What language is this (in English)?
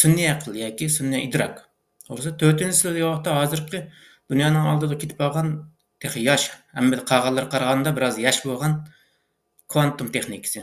Uyghur